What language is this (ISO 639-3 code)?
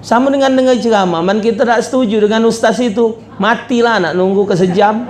mui